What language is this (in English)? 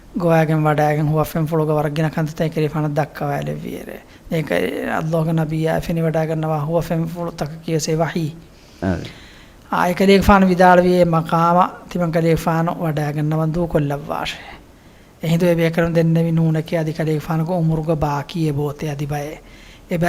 Divehi